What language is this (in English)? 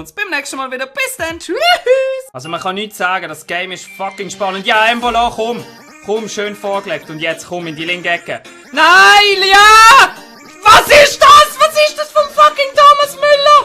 Swiss German